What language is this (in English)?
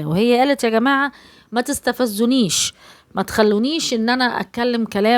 Egyptian Arabic